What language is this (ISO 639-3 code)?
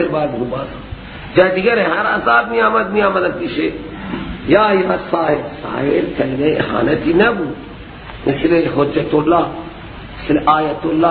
fas